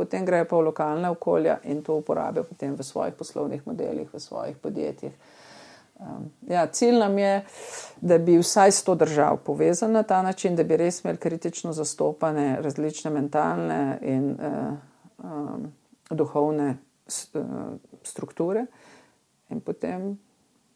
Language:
Slovenian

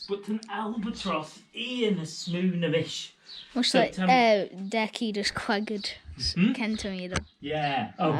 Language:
Manx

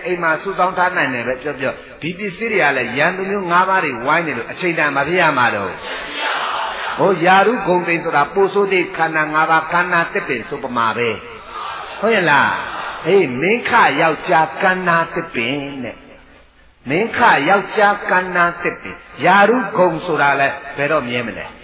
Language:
Burmese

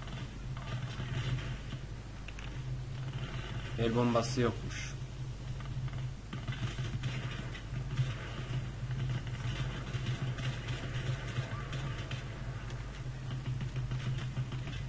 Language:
Turkish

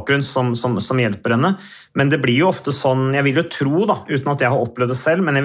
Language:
Norwegian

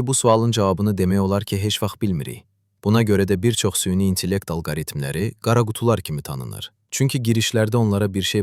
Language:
Azerbaijani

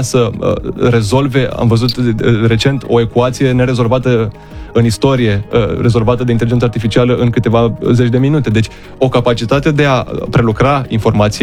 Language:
Romanian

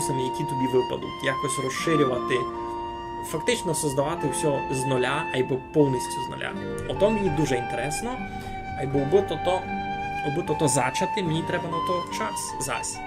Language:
Rusyn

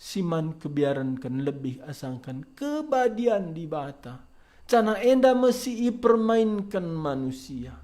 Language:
Batak Karo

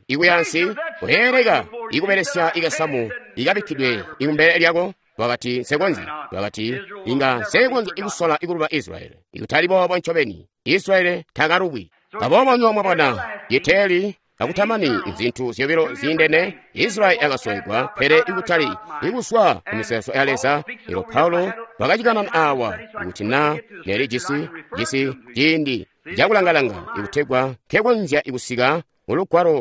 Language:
Tonga (Zambia)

